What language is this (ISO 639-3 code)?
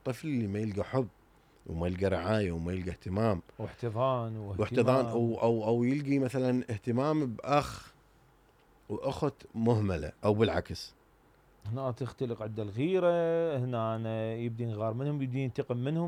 acm